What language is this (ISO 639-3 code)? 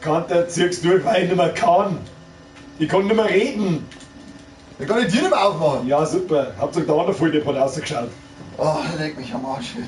bar